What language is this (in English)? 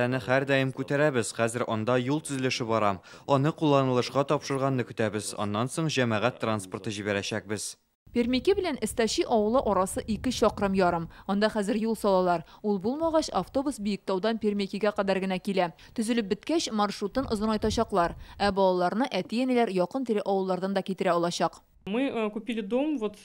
Tatar